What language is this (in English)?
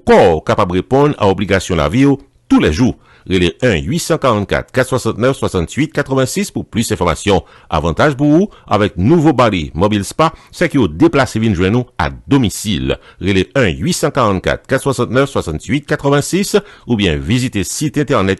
Haitian Creole